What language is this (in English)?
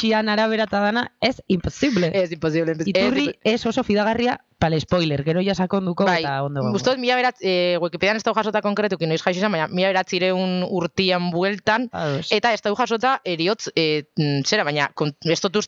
Basque